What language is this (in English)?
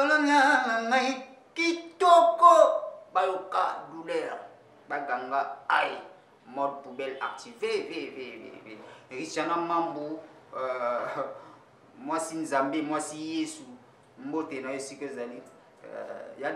Lingala